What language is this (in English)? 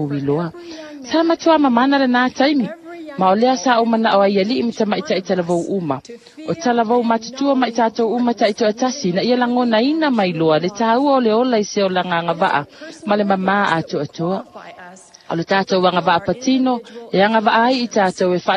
Samoan